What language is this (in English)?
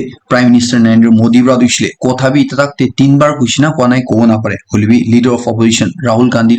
Naga Pidgin